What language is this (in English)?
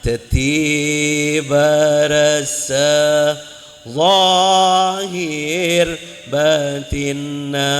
Madurese